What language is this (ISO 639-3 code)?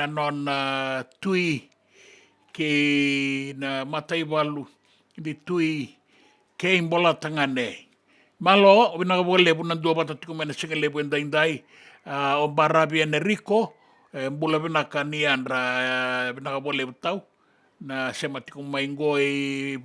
fij